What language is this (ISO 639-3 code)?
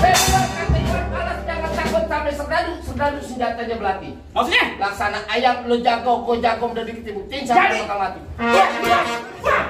bew